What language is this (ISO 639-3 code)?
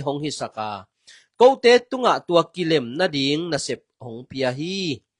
ctd